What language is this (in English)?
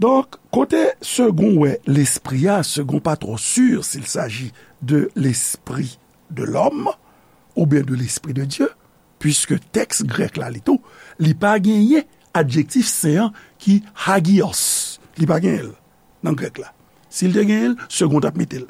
Haitian Creole